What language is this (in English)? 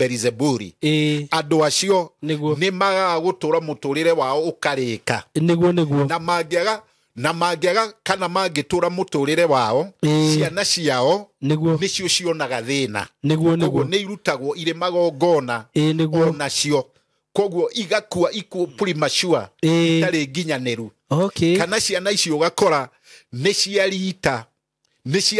Kikuyu